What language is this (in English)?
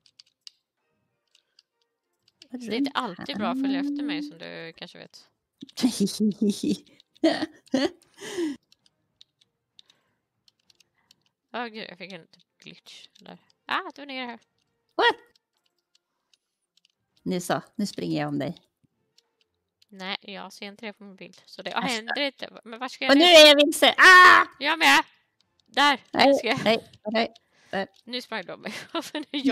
Swedish